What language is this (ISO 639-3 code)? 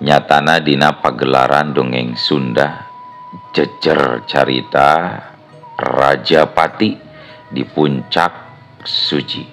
sun